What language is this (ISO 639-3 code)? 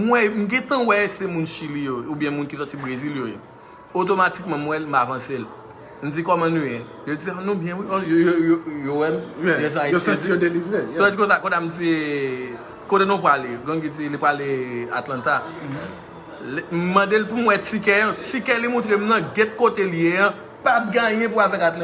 hat